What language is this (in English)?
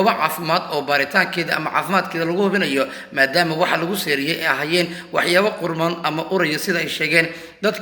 Somali